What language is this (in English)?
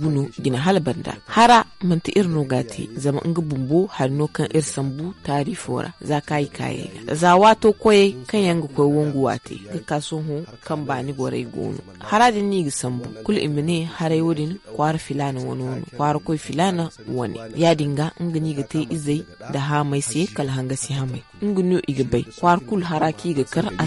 Zarma